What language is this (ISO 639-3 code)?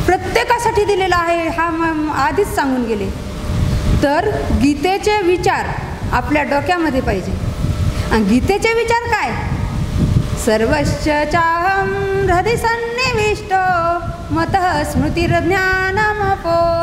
mar